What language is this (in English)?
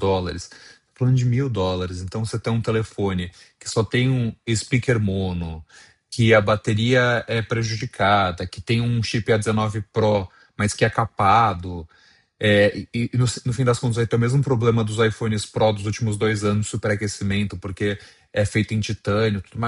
Portuguese